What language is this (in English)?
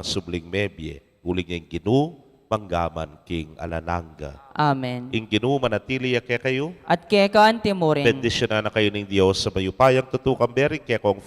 Pampanga